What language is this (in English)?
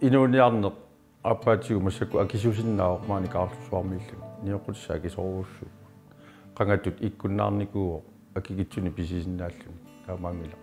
Kalaallisut